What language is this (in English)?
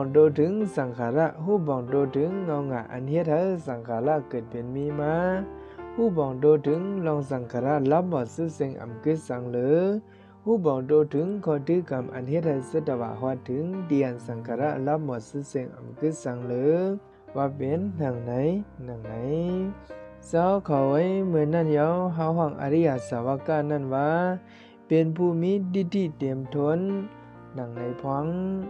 Shan